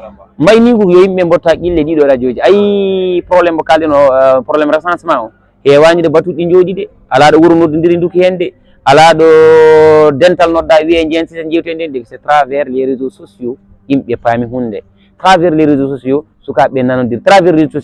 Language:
Fula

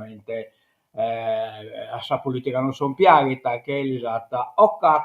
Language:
Sardinian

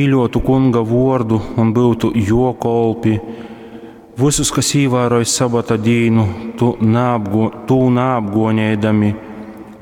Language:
Latgalian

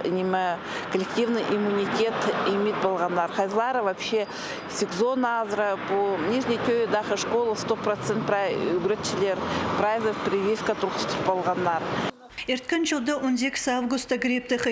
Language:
Khakas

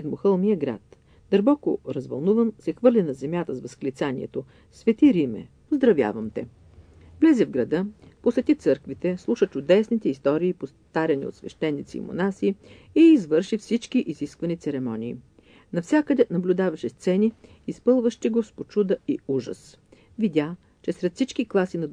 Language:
Bulgarian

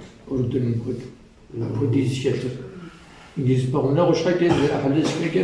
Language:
Kabardian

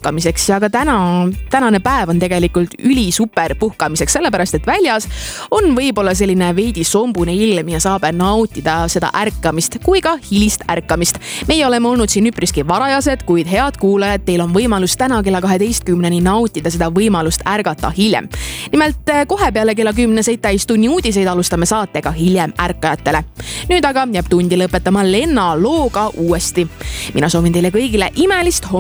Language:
Estonian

